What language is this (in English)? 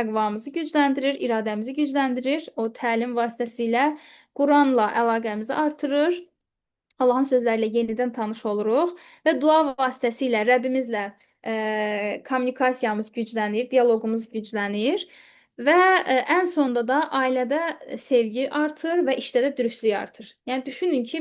Azerbaijani